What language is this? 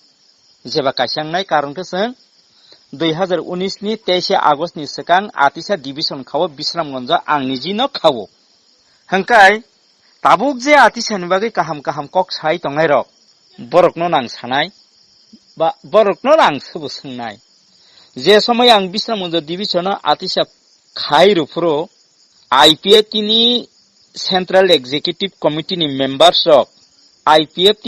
Kok Borok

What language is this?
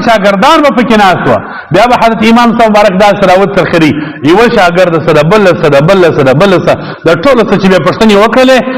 Pashto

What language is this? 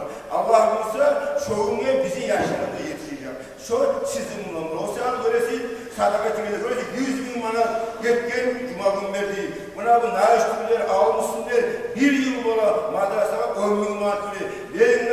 Kumyk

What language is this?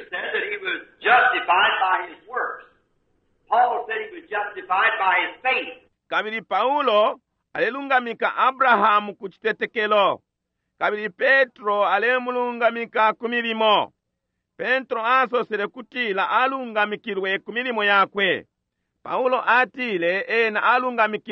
Bemba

